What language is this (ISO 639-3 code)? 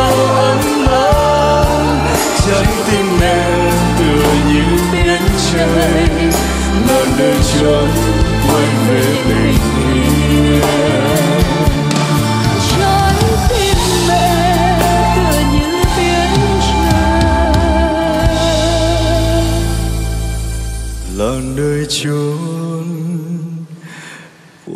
vie